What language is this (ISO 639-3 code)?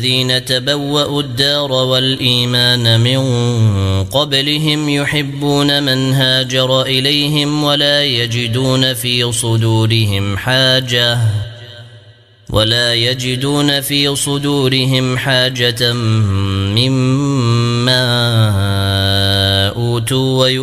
ara